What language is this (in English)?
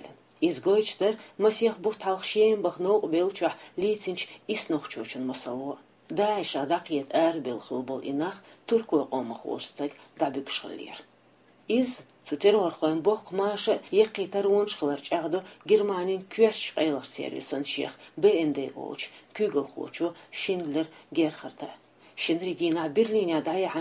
Chechen